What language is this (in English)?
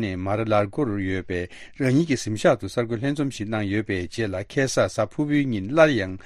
Tibetan